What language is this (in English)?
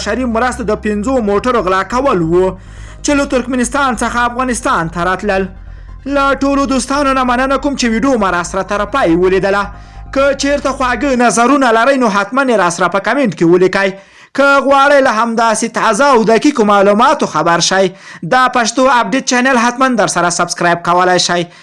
Pashto